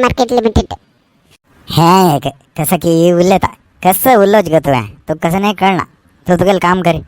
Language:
Konkani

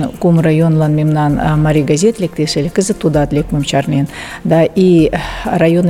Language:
Mari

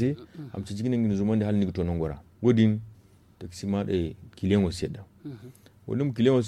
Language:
Zarma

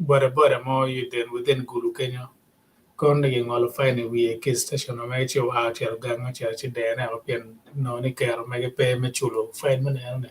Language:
Acoli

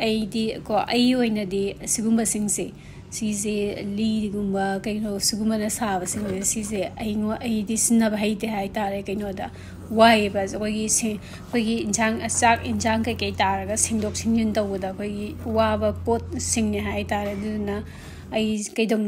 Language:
Manipuri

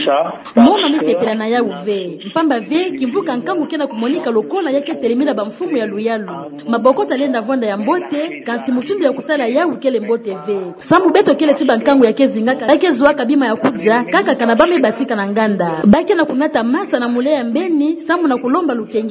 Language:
Kituba (Democratic Republic of Congo)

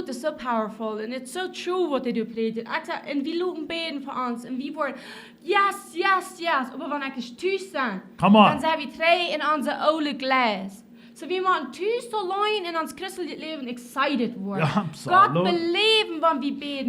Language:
Plautdietsch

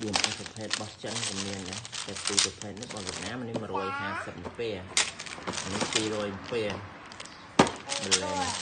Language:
Khmer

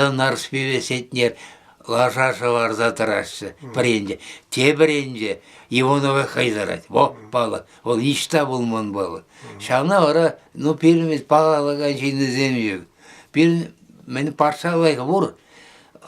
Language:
Chuvash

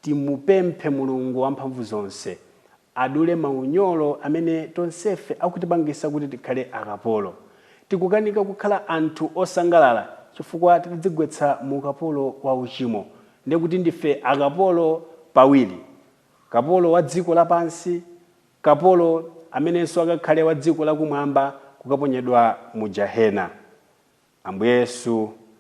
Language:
Nyanja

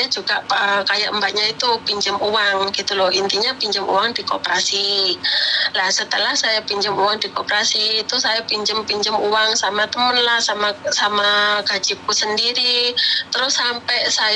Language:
Indonesian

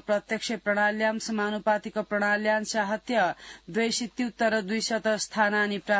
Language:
Sanskrit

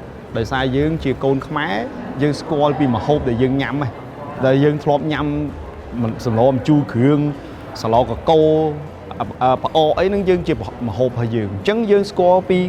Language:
Khmer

